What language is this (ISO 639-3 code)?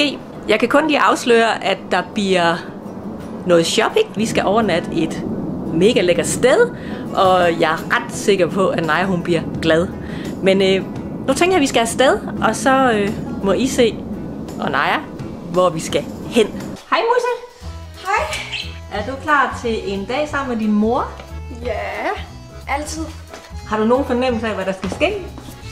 dan